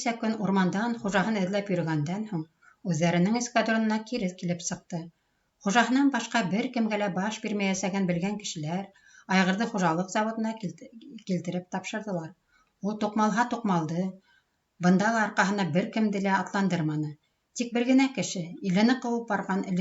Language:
Bashkir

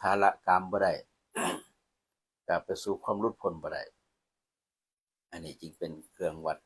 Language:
Lao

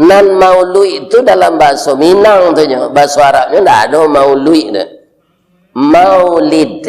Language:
Minangkabau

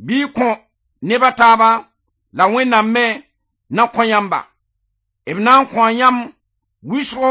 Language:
Mossi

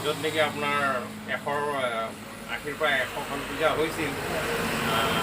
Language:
Assamese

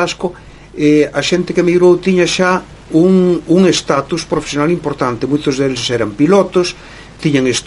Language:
Galician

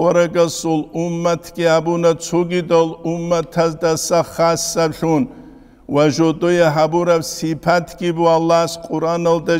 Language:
Avaric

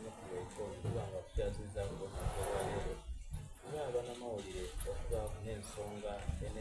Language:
Soga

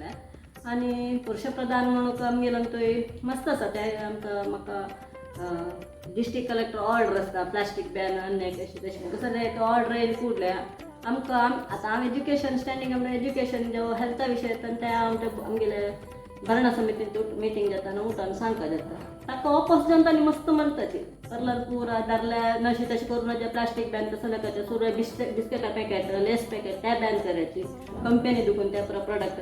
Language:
Konkani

